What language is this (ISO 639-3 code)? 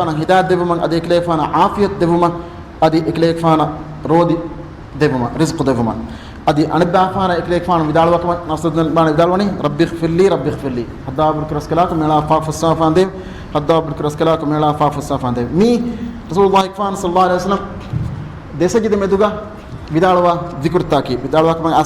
div